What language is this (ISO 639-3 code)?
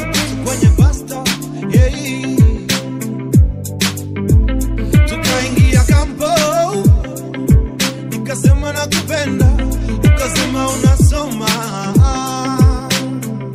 swa